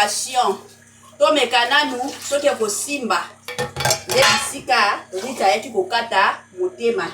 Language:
Lingala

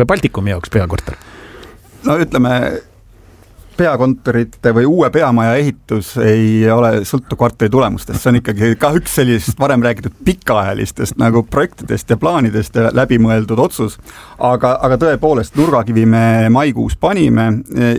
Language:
Estonian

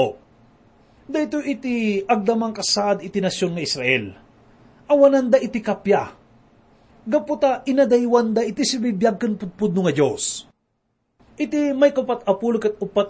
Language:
Iloko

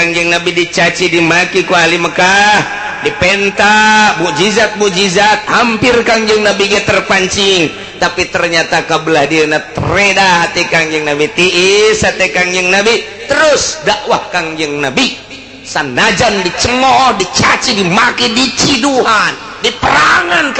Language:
Sundanese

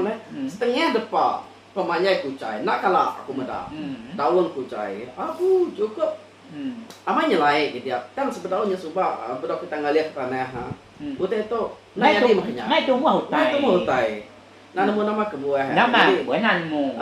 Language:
Iban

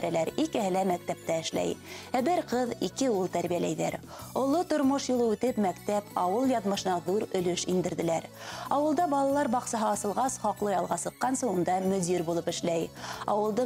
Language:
Bashkir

